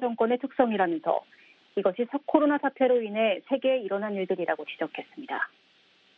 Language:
Korean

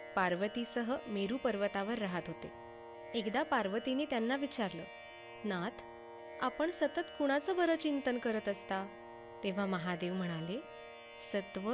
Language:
Marathi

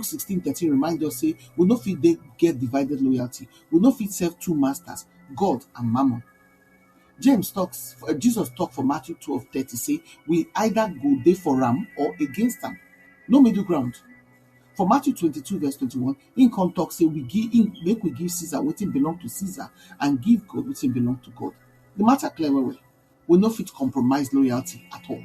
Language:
Nigerian Pidgin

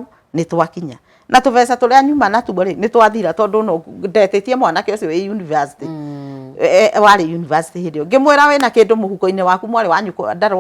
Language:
Kikuyu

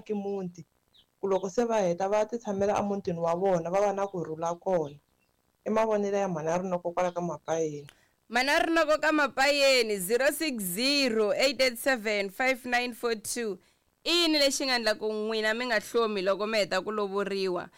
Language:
Tsonga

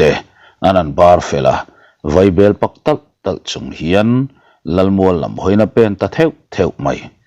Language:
Mizo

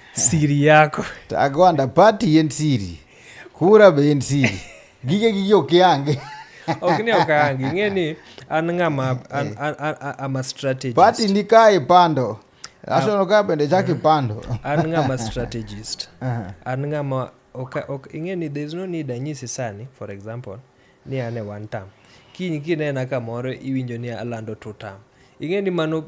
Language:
Luo (Kenya and Tanzania)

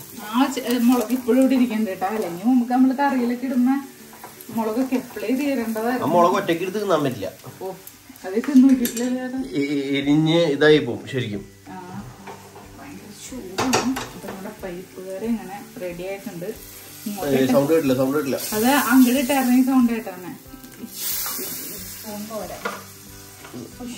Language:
Malayalam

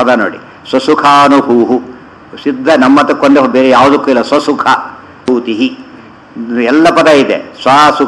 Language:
Kannada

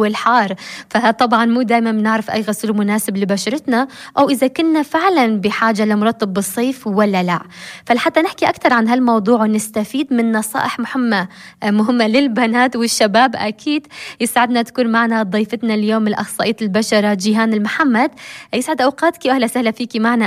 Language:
North Levantine Arabic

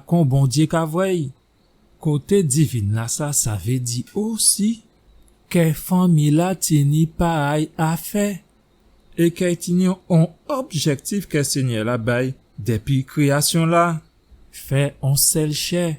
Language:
Guadeloupean Creole French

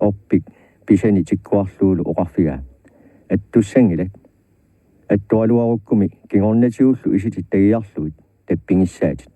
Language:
Kalaallisut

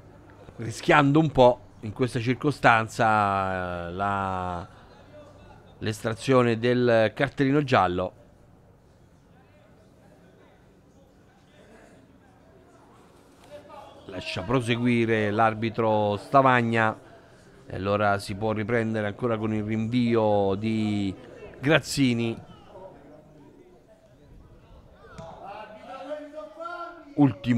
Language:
Italian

